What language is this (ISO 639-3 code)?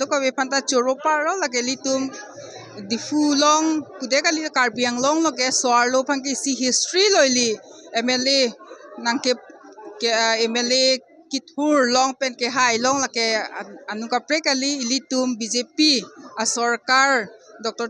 mjw